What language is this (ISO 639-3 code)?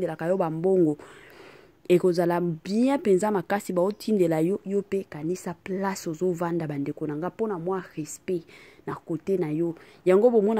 lin